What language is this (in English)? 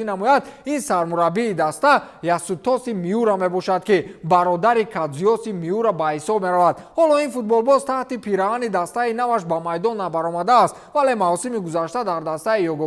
Tajik